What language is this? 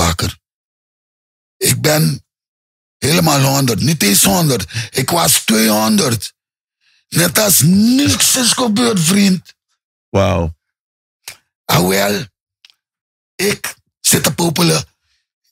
Dutch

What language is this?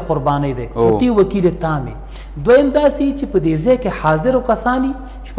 Pashto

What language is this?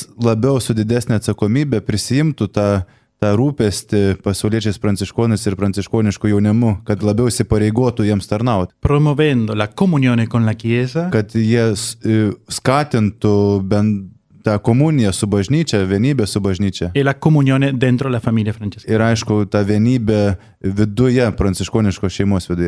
Lithuanian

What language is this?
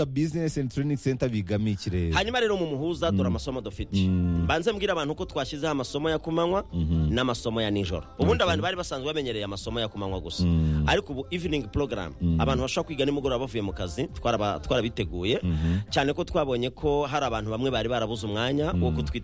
Kinyarwanda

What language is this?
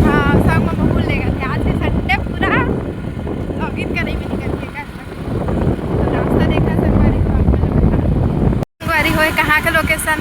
Chhattisgarhi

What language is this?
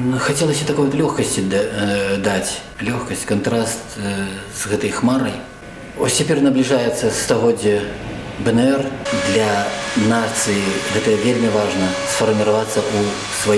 Belarusian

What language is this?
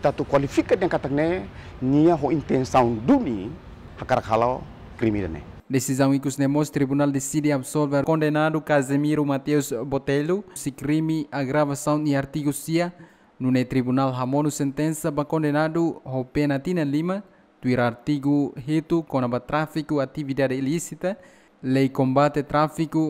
Tetum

